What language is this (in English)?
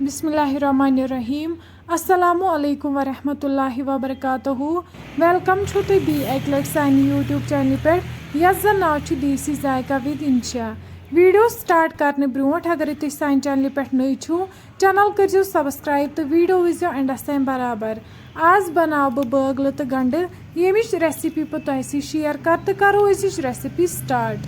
Kashmiri